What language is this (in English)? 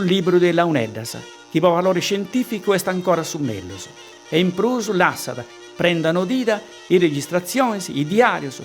Sardinian